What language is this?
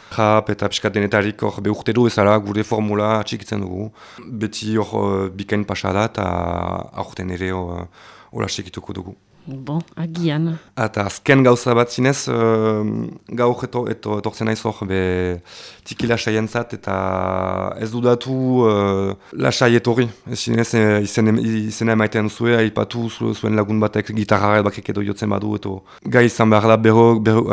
Basque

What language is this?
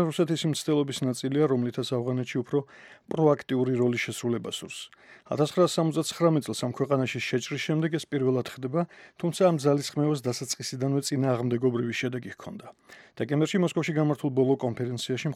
Georgian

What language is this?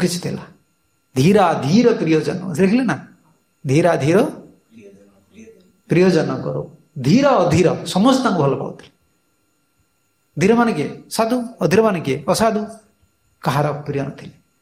Odia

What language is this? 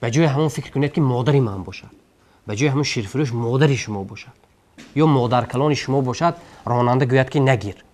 Tajik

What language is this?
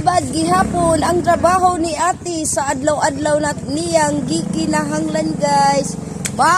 Cebuano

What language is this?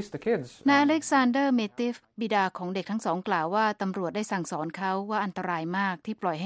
Thai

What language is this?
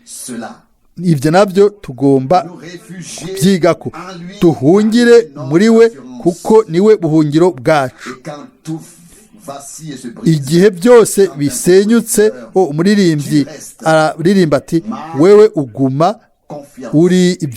Rundi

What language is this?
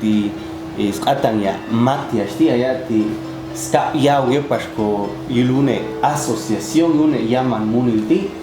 Popti'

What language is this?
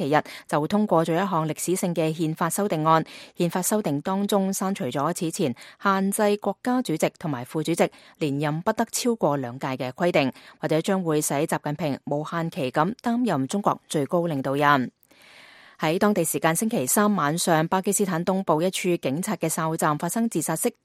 Cantonese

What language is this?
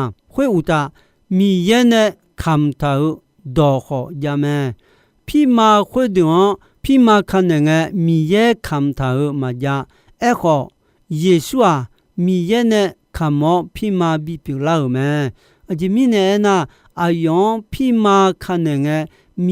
Akha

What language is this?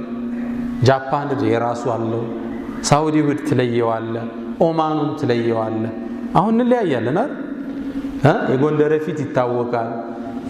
Amharic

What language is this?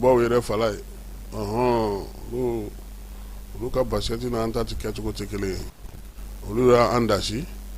Bambara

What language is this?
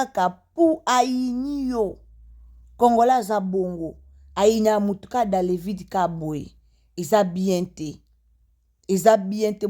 Lingala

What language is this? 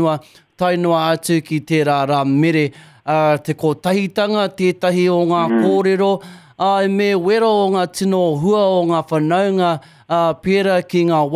Māori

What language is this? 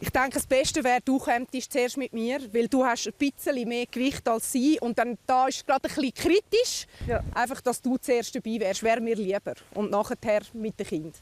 Romansh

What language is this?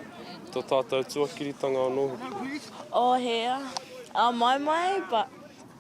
Māori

